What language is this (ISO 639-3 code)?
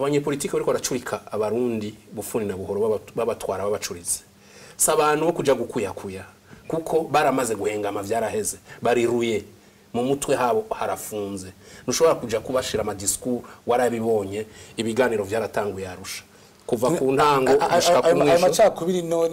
run